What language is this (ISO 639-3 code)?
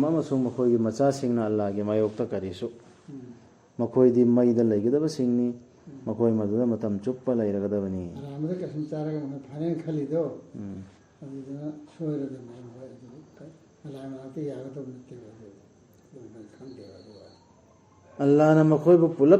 mni